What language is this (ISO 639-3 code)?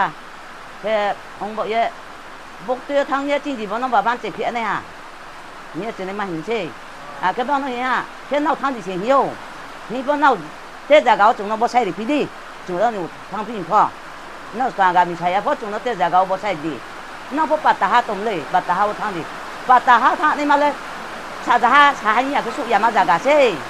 ria